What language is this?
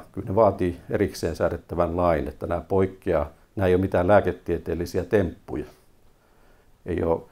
Finnish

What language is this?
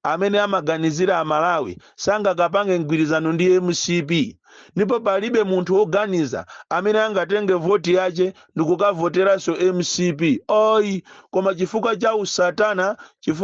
Nyanja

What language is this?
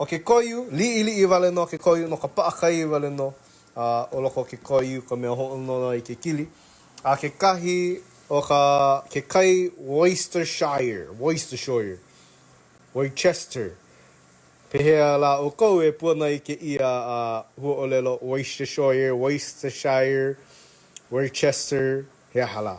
Hawaiian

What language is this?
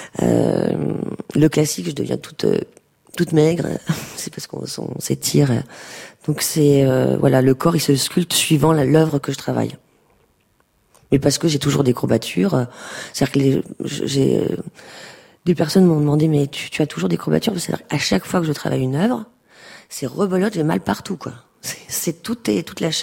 French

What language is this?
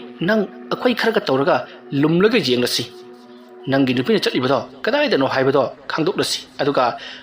Manipuri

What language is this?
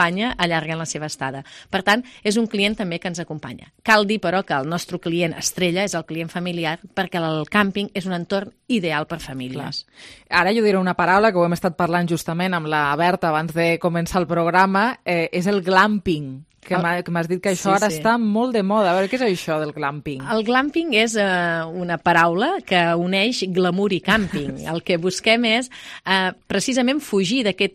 Catalan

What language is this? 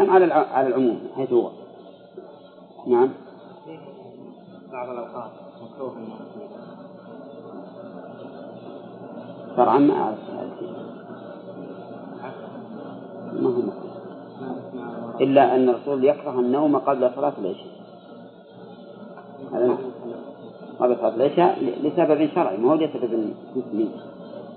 Arabic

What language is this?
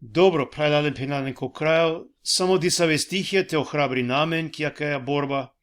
Balkan Romani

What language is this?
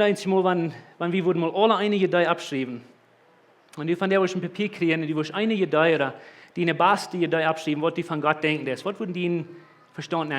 Plautdietsch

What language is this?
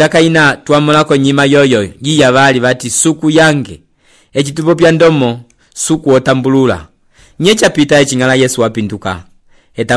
Umbundu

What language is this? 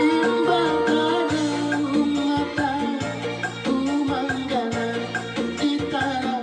Banjar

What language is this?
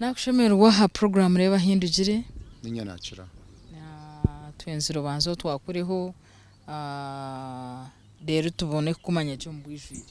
Nyankole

